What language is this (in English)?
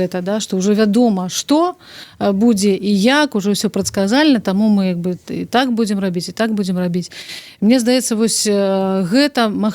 Belarusian